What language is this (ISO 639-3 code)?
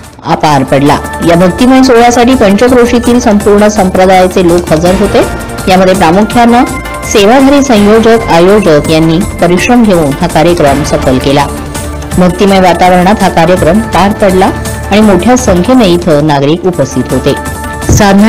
mar